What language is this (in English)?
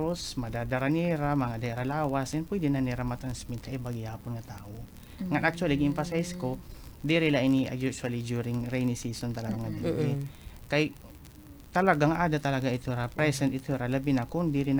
Waray